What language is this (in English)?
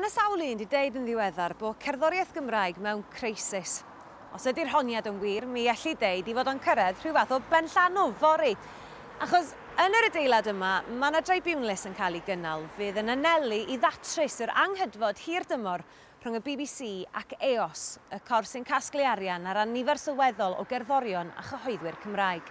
Welsh